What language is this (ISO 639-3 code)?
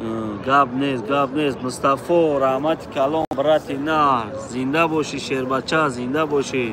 tgk